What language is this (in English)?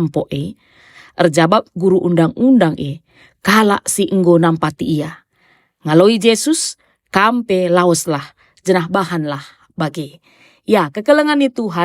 Batak Karo